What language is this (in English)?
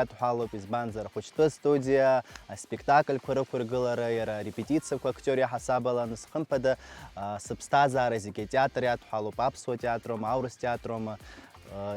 Abkhazian